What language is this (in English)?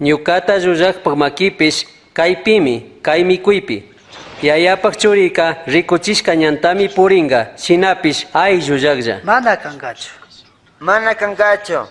Chimborazo Highland Quichua